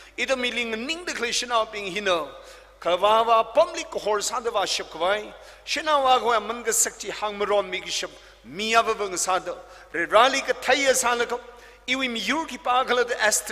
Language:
Tangkhul Naga (India)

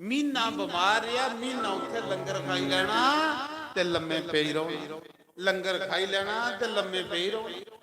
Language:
Dogri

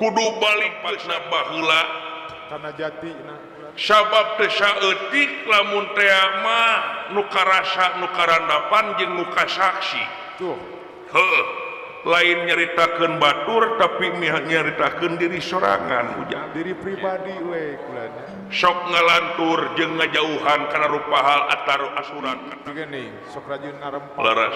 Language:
Sundanese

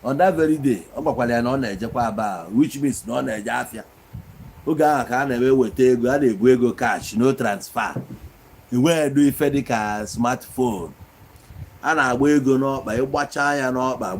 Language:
Igbo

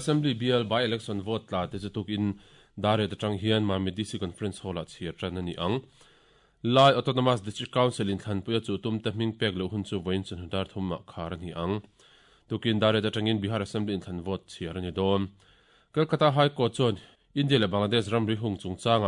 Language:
Mizo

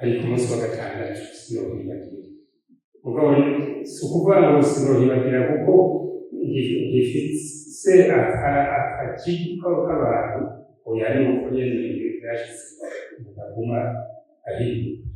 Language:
Rundi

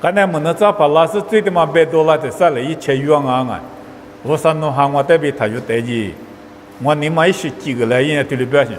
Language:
Lisu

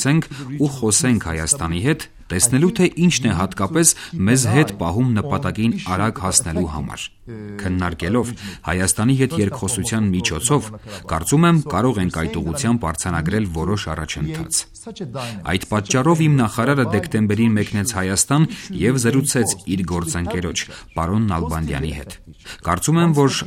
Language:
Armenian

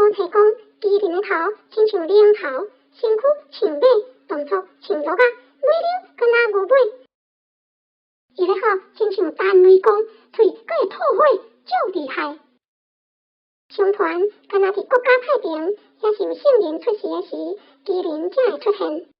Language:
Min Nan Chinese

